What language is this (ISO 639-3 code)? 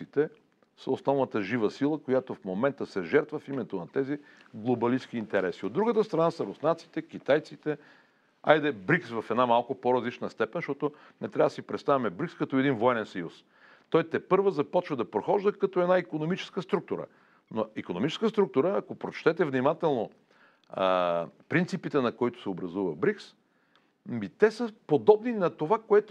bul